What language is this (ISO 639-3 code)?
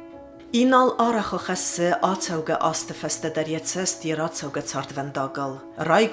oss